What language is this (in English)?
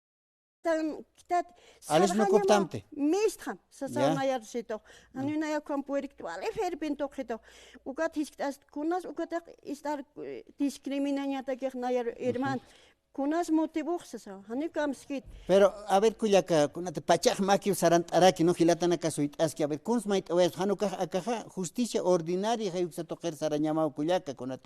Aymara